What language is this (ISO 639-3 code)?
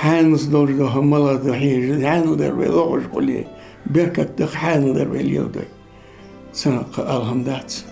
inh